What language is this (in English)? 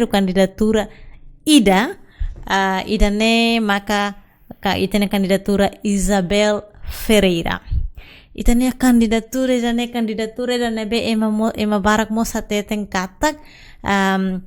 Tetum